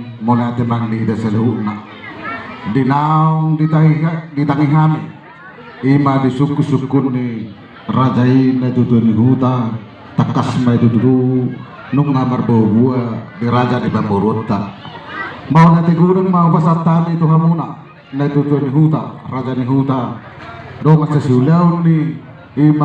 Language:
Batak Toba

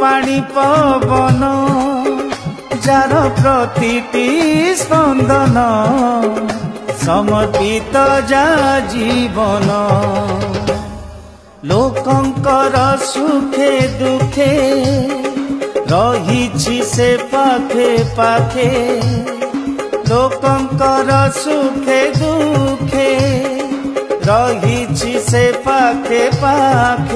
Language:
Odia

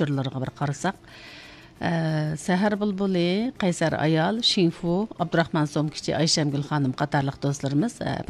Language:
Uyghur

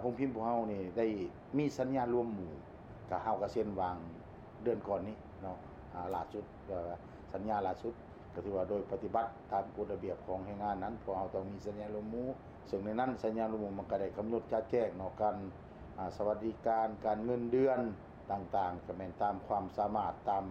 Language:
Lao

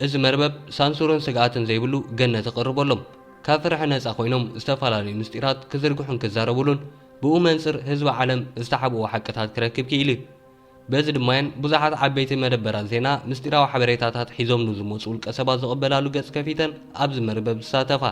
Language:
Tigrinya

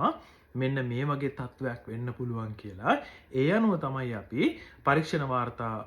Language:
Sinhala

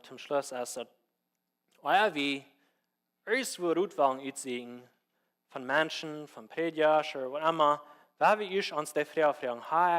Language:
Plautdietsch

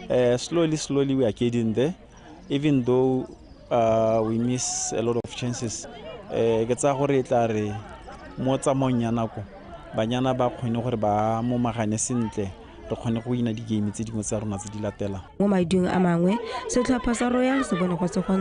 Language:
Tswana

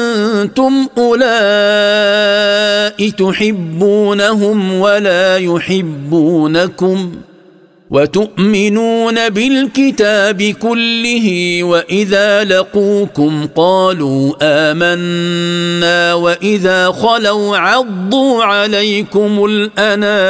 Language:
Arabic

